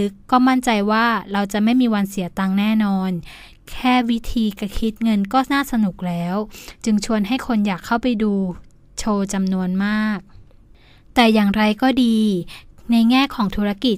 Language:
Thai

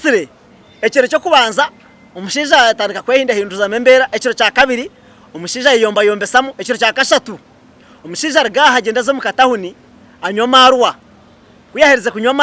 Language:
Nyankole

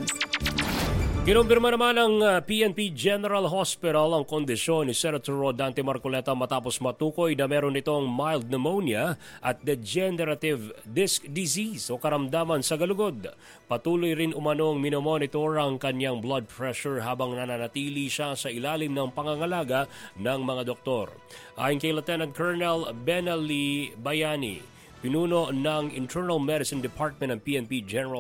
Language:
Filipino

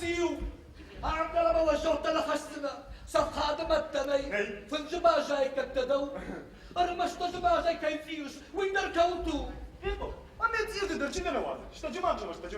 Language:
Ossetic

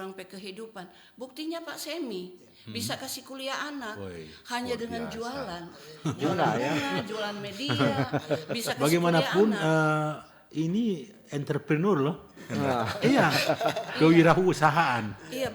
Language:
Manado Malay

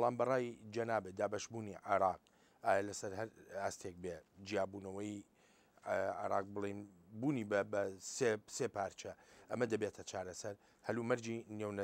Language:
Central Kurdish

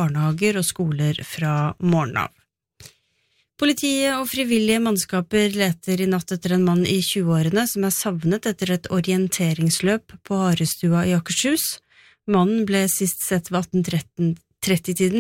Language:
Norwegian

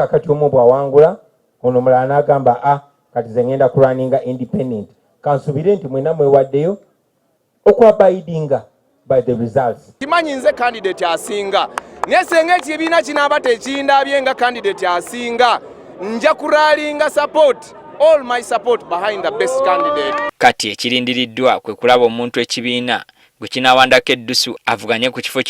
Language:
Ganda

